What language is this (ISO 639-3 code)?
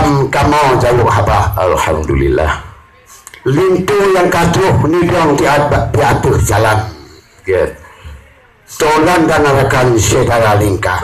ace